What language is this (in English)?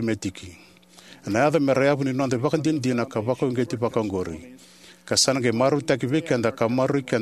Fijian